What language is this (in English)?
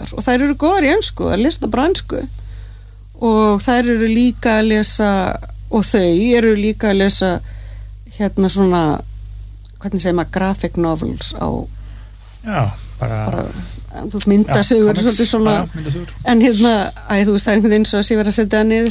Icelandic